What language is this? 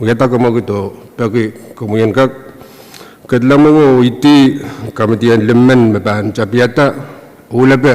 Pohnpeian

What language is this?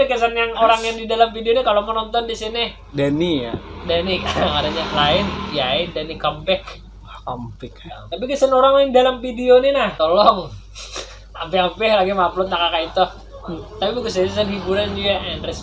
Banjar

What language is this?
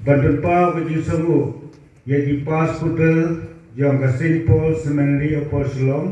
Khasi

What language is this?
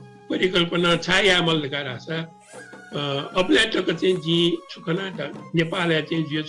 Newari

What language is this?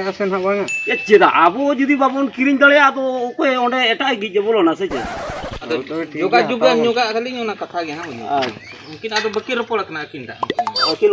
Santali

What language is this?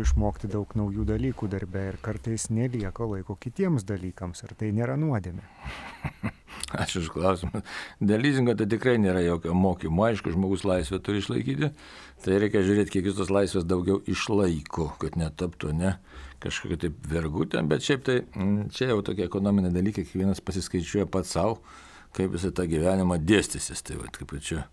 Lithuanian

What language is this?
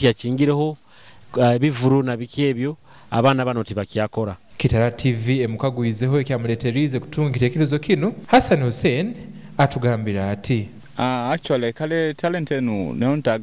Nyoro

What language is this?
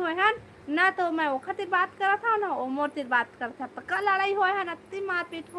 Chhattisgarhi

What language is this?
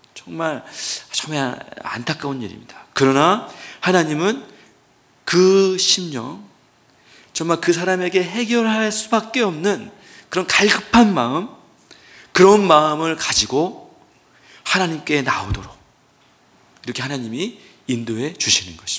Korean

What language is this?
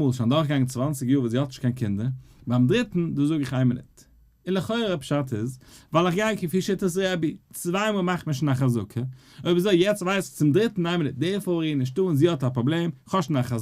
Yiddish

